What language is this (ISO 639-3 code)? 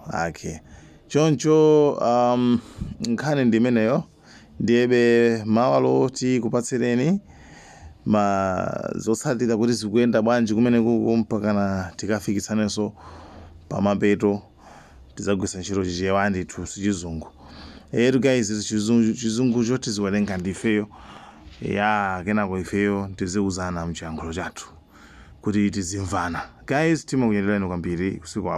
nya